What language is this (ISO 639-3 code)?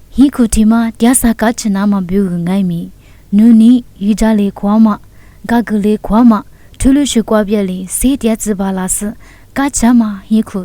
lis